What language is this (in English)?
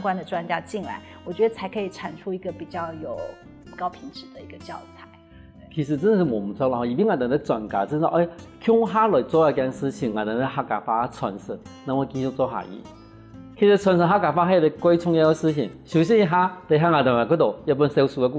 Hakka Chinese